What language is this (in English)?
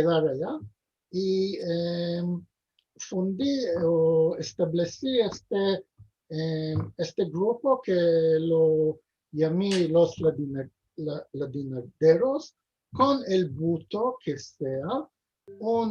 Ladino